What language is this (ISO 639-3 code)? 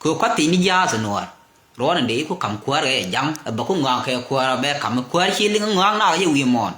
nus